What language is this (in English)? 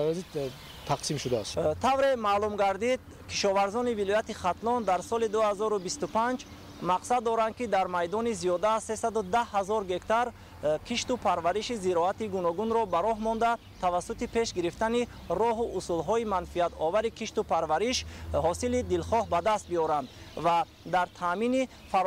Tajik